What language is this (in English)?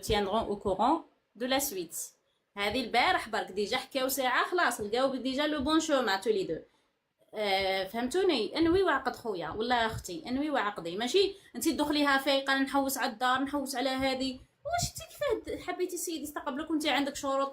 Algerian Arabic